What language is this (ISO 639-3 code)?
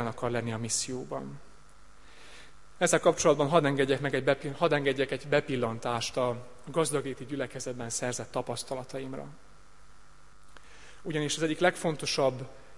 hun